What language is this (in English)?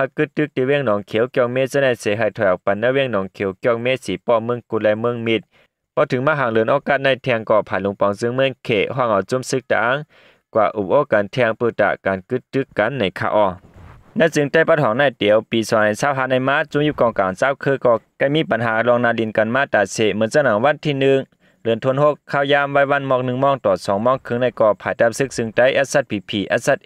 Shan